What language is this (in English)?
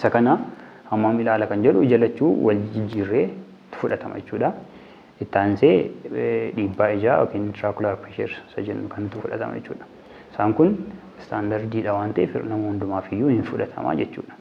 Oromo